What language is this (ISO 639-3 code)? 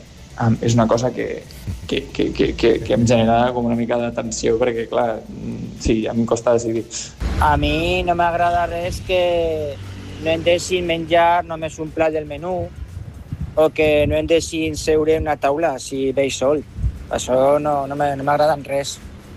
cat